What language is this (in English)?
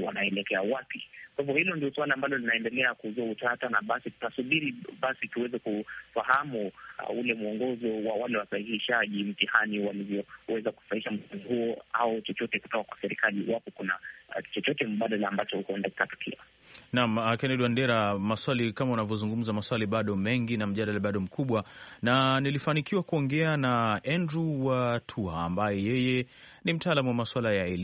Swahili